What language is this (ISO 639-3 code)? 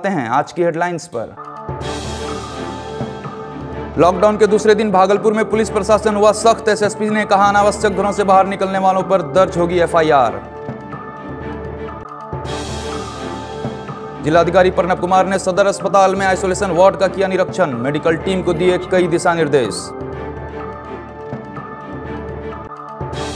hin